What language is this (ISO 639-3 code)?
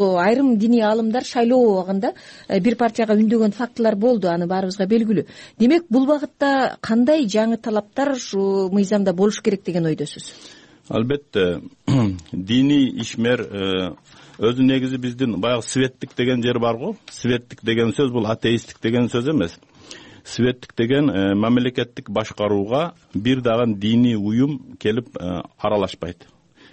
kir